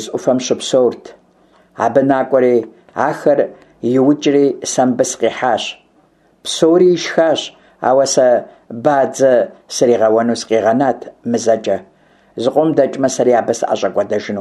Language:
Kabardian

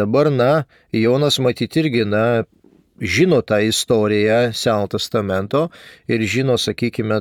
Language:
Lithuanian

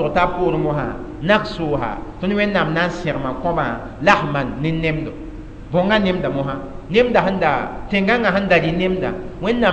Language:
Mossi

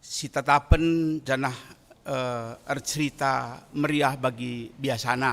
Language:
Batak Karo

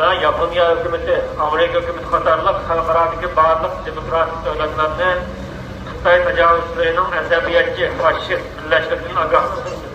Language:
Uyghur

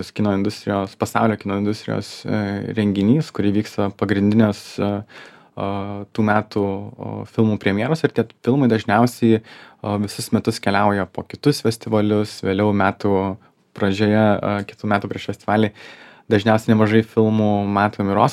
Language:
Lithuanian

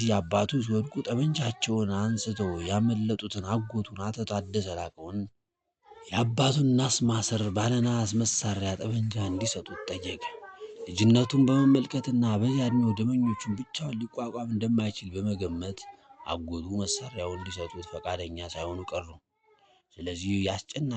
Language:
Amharic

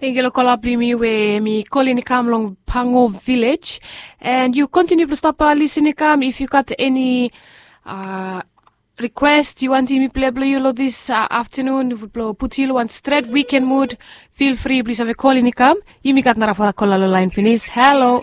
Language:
Bislama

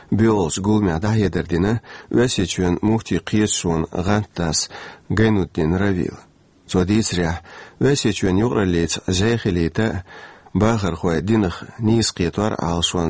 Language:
Chechen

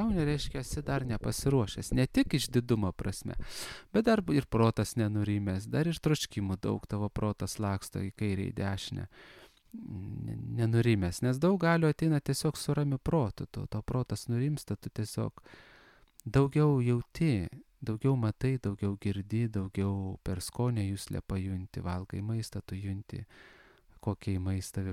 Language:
Lithuanian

